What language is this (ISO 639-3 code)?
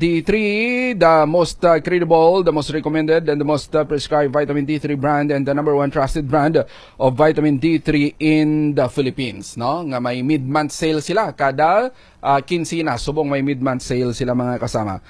hil